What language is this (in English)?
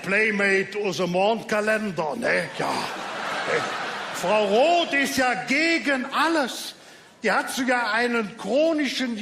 Colognian